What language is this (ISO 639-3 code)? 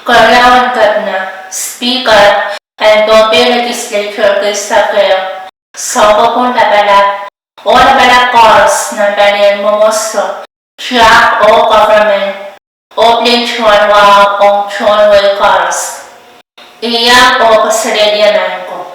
pon